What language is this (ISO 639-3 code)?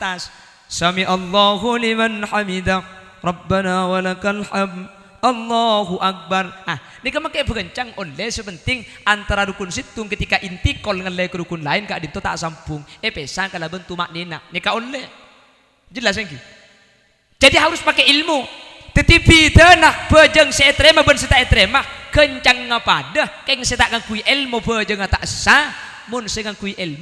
mad